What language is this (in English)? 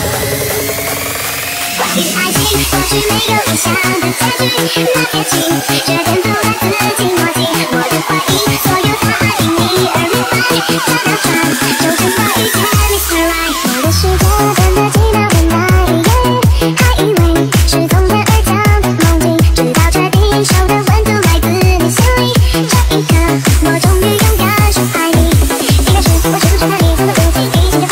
Chinese